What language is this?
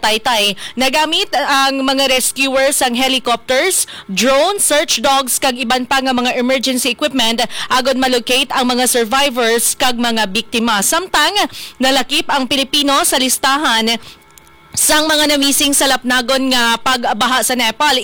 Hiligaynon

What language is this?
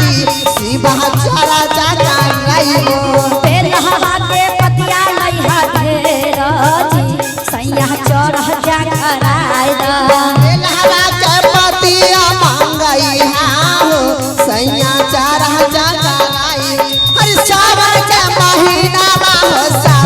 Magahi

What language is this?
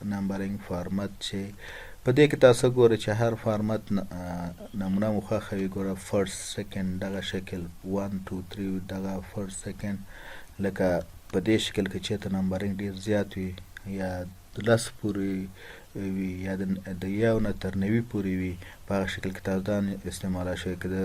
Pashto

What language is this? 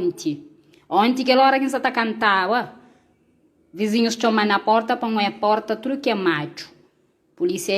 Kabuverdianu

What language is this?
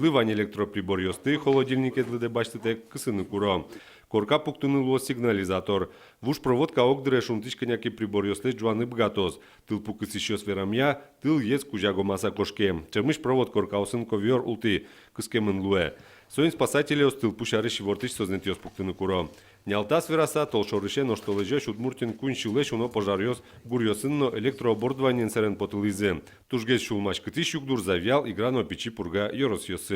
Udmurt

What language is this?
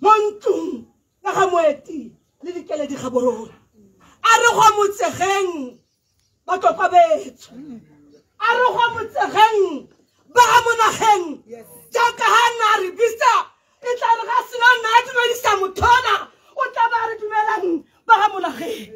Tswana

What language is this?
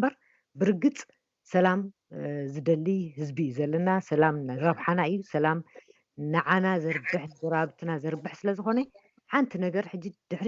Tigrinya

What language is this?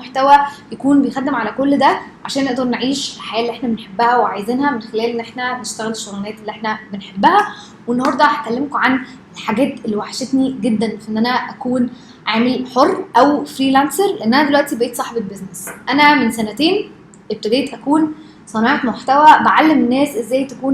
Egyptian Arabic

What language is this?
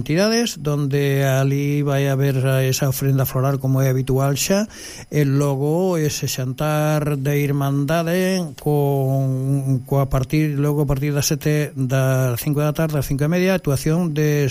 Galician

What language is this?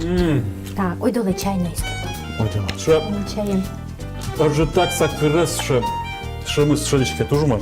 Udmurt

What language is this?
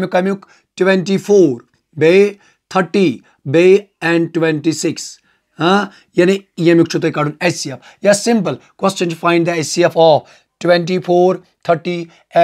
Kashmiri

